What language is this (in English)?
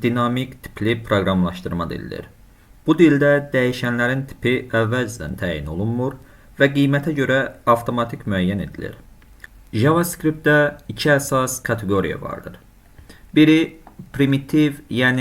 Azerbaijani